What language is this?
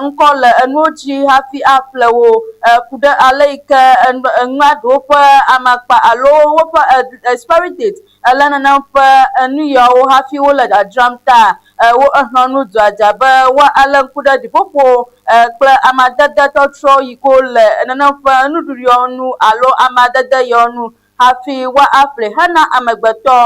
Ewe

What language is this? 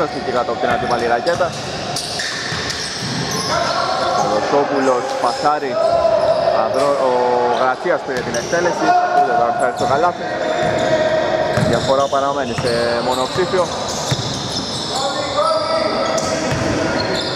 Greek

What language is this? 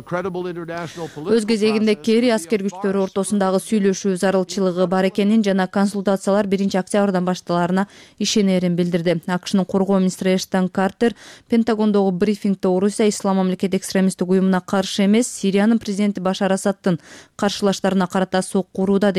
Kyrgyz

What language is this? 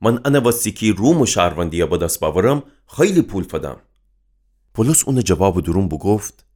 Gilaki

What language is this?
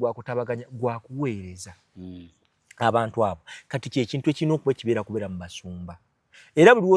Ganda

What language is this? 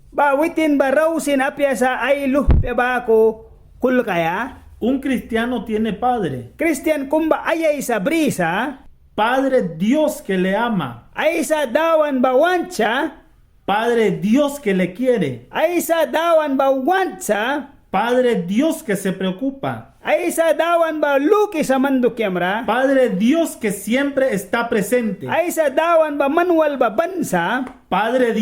Mískito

